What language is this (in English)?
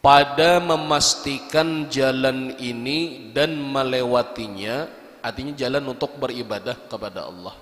Banjar